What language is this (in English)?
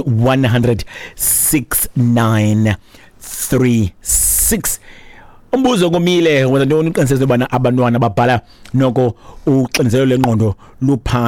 Xhosa